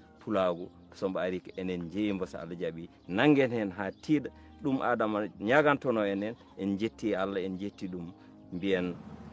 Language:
Fula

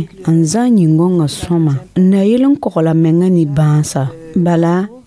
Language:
Mossi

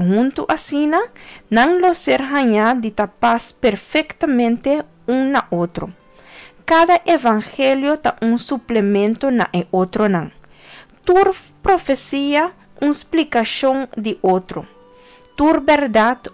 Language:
Papiamento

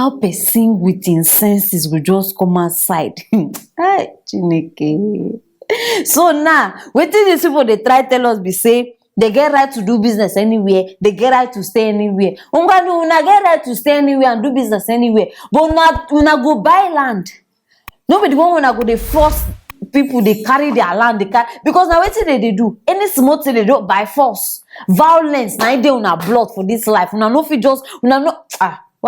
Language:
Nigerian Pidgin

